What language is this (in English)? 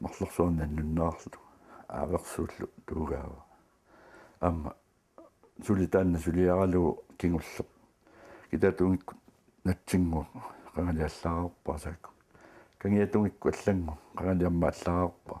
Kalaallisut